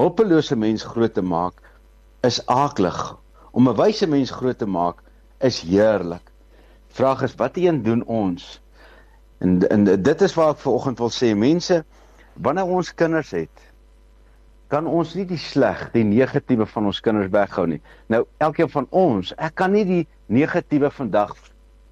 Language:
Afrikaans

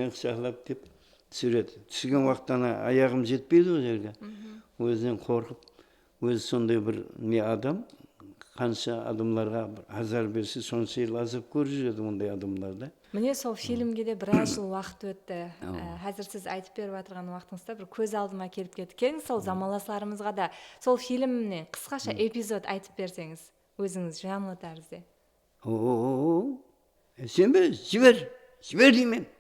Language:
Kara-Kalpak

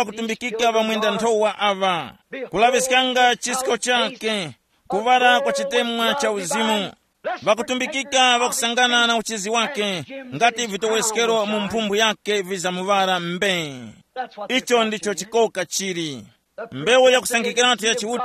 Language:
Tumbuka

